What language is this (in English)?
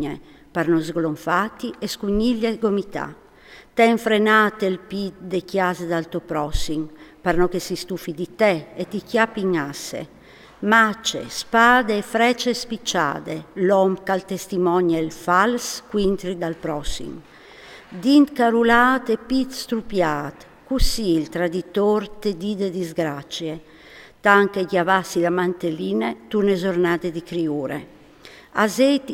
Friulian